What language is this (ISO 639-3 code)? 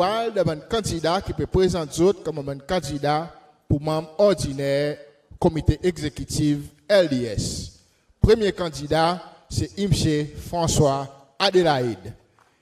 crs